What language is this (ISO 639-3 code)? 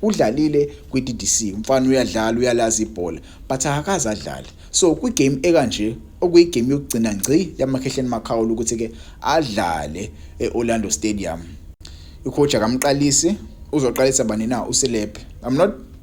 zul